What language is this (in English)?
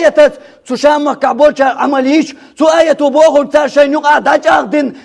Chechen